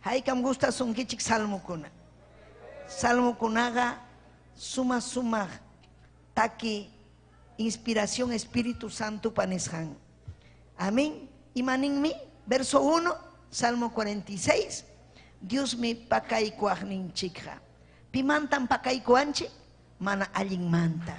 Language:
Ayacucho Quechua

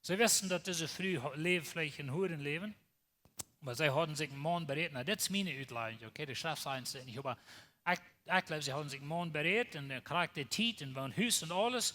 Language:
Plautdietsch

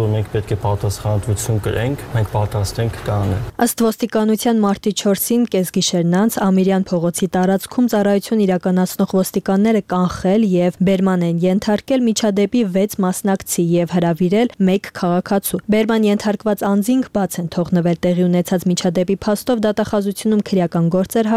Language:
Armenian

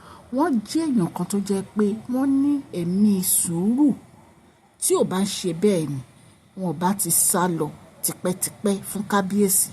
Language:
Yoruba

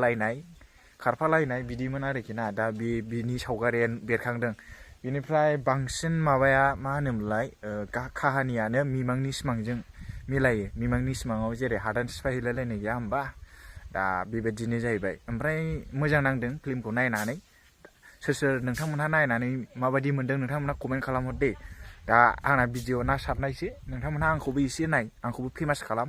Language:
Bodo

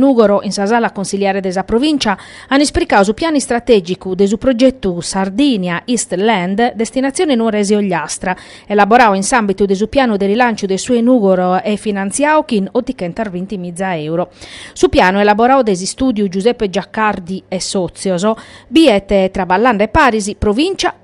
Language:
Sardinian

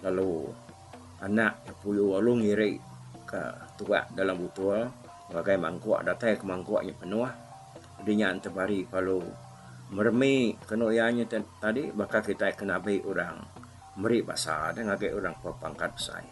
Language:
Iban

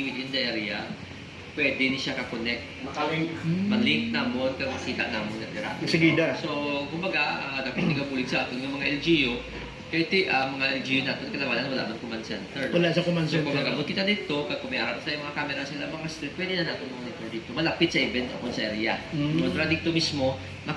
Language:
Hiligaynon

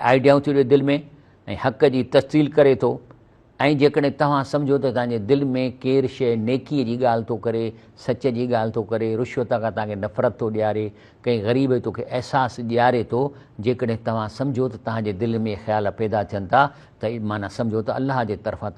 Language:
Sindhi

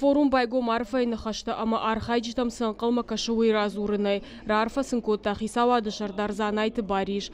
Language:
Ossetic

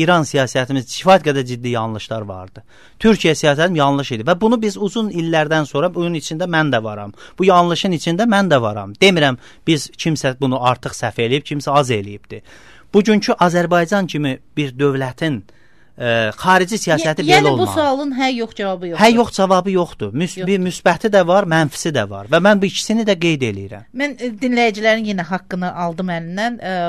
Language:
Azerbaijani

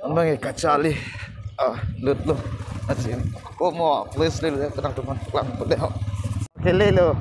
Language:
Karbi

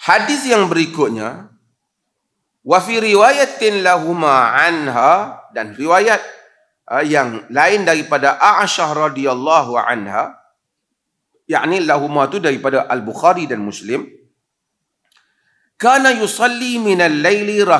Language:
Malay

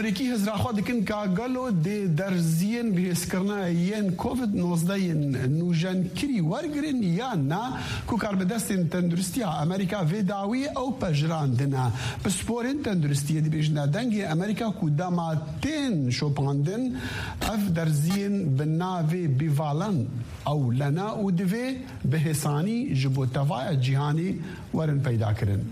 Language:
Kurdish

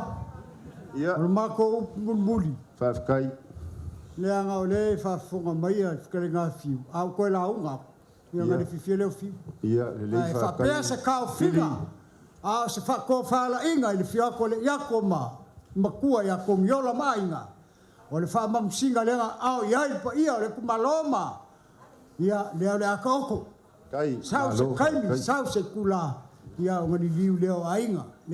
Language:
Samoan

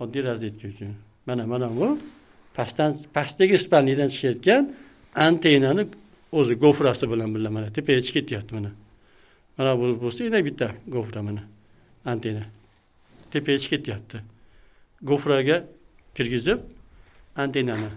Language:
Uzbek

